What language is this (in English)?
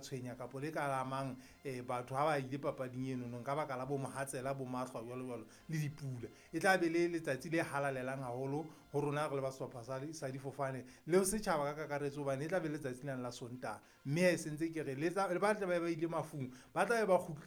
Southern Sotho